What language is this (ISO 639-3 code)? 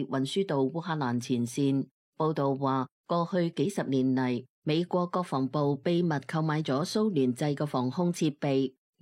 yue